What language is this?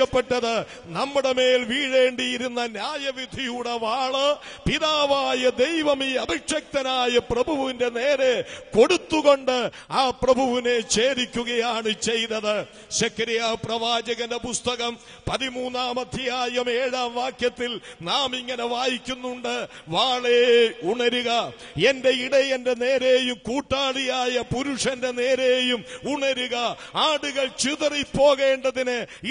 Malayalam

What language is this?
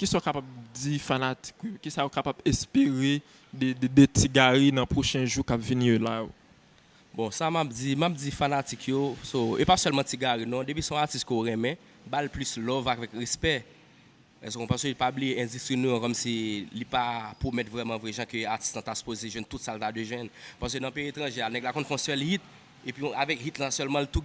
Haitian Creole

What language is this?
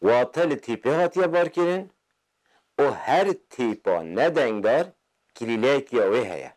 Kurdish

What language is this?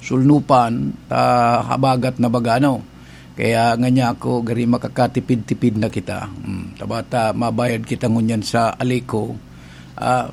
Bikol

